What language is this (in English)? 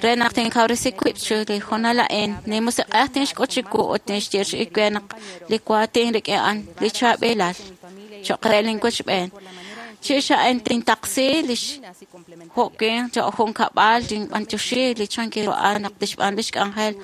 Kekchí